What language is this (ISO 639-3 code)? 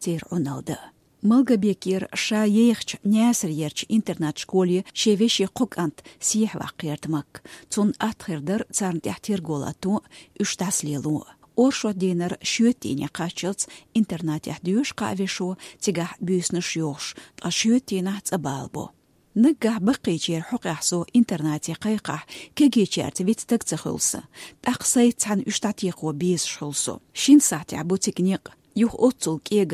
che